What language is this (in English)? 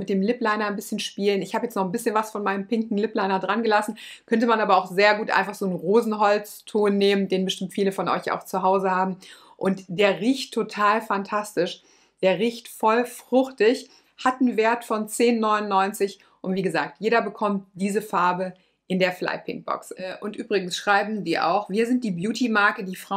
German